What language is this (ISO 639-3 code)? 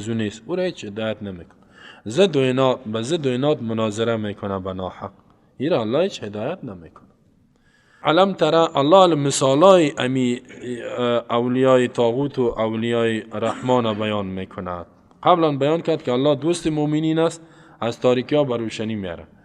fas